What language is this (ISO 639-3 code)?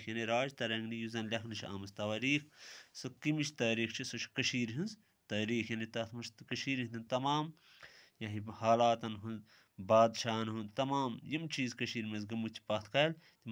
kas